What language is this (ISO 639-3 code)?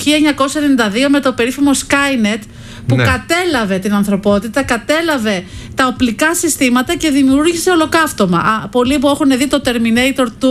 ell